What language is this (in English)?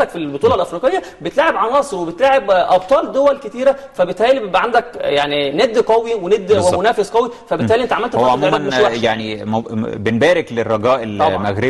Egyptian Arabic